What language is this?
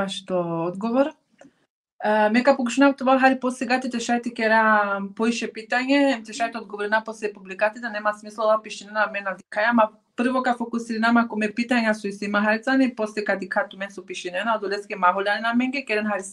Balkan Romani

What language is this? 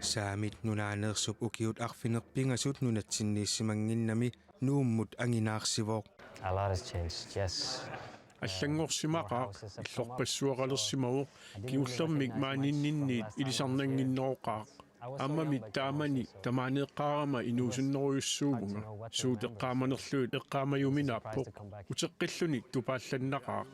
Kalaallisut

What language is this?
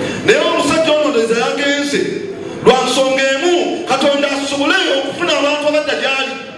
Ganda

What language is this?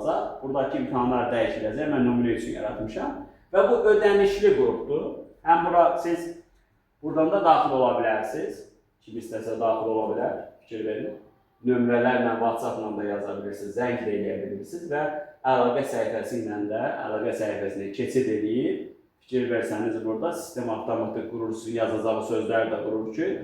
Azerbaijani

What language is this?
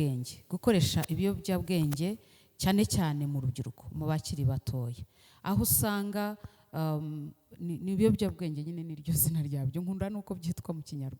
Kinyarwanda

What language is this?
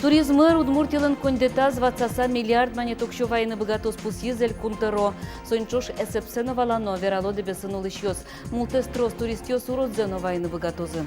Udmurt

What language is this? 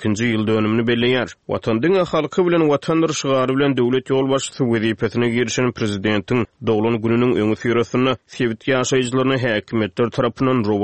Turkmen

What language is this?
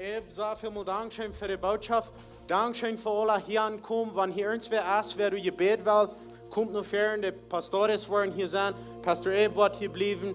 Plautdietsch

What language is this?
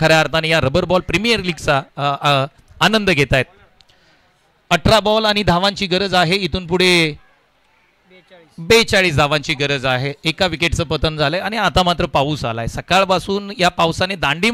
Marathi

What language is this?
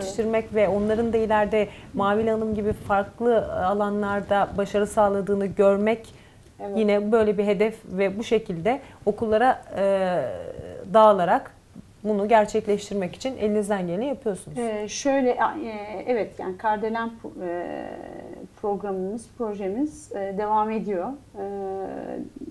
Turkish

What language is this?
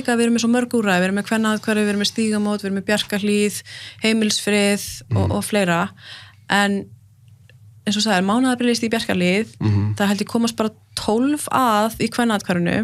Icelandic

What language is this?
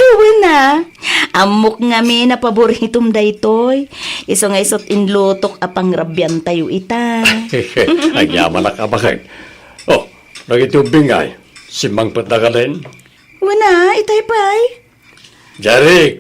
Iloko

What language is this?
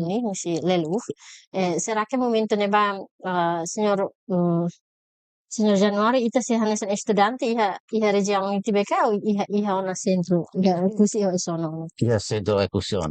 Tetum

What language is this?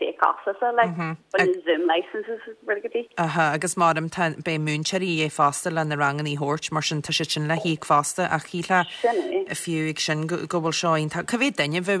Irish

